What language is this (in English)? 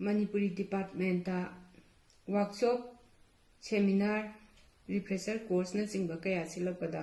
Manipuri